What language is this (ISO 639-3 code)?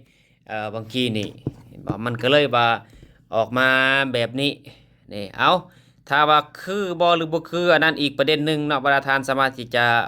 lao